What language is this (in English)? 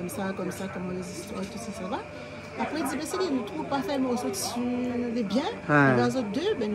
Réunion Creole French